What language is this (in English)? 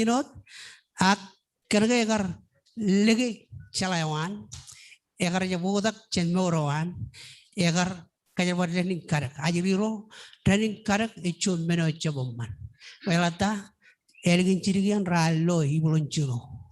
Marshallese